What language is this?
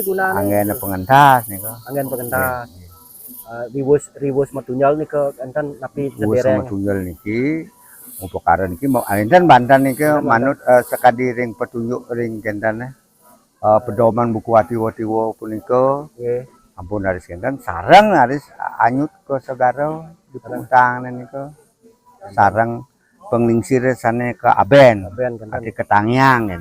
Balinese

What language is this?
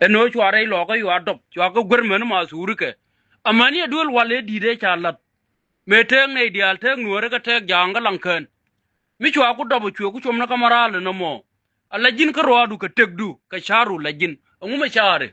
Nuer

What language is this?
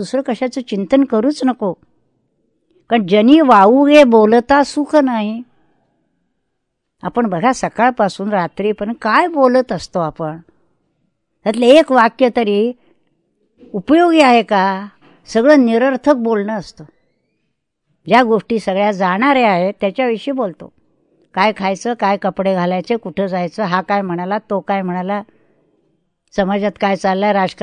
Marathi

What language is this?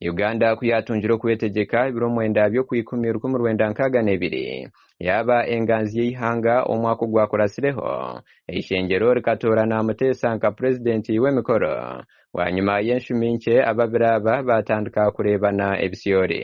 Nyankole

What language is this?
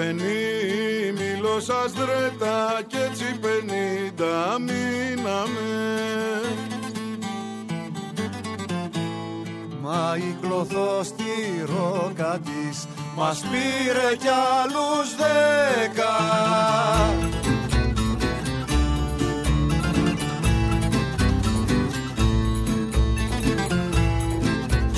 Greek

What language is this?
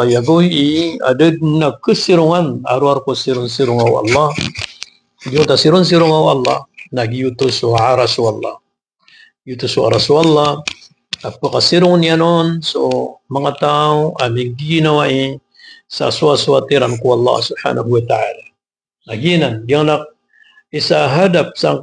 Maranao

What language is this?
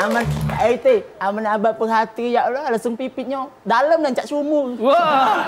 Musi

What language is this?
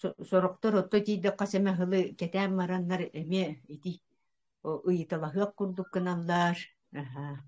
Yakut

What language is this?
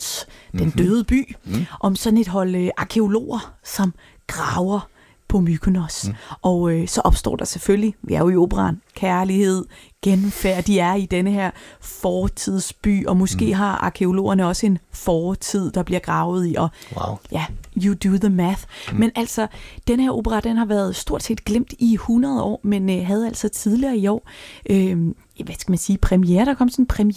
Danish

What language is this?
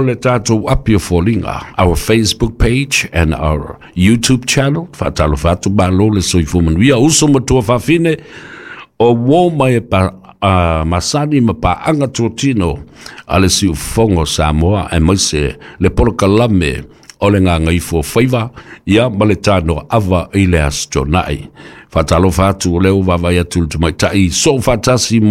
Samoan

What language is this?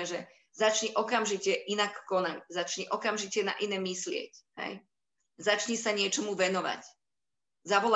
Slovak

